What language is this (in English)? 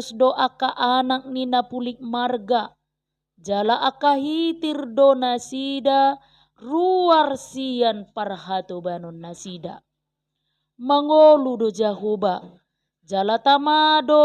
Batak Toba